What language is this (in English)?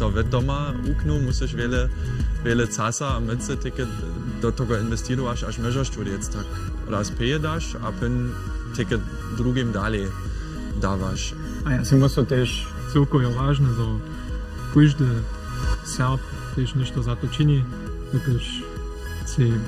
Upper Sorbian